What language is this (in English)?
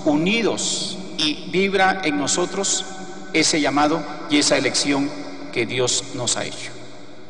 Spanish